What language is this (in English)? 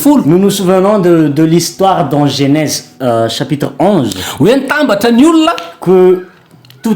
Malagasy